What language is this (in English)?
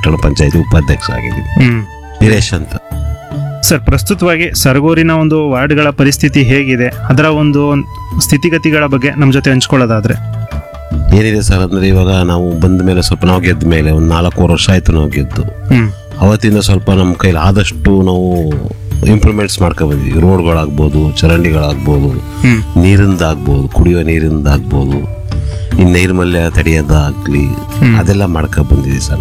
Kannada